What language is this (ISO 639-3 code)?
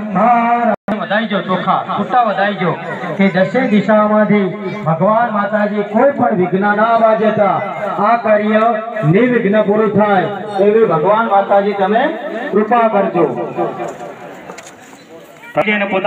guj